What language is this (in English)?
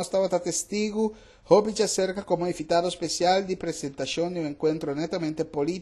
Papiamento